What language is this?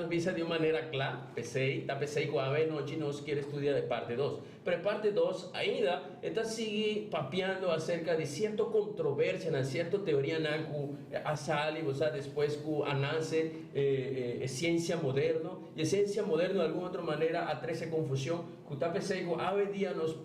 Papiamento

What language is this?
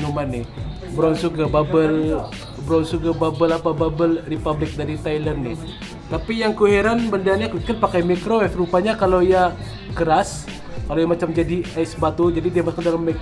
Malay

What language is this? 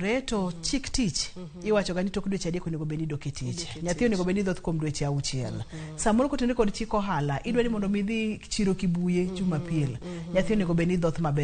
Luo (Kenya and Tanzania)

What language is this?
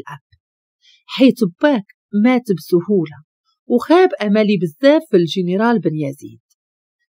Moroccan Arabic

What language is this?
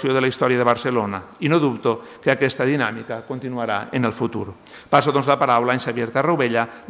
Catalan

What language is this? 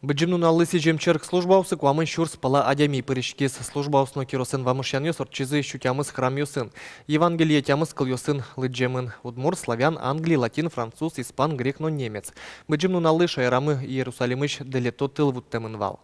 Udmurt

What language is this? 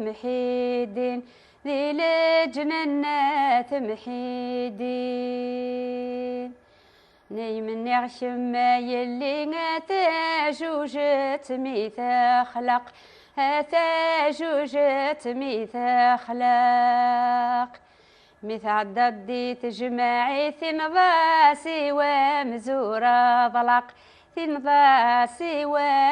Kabyle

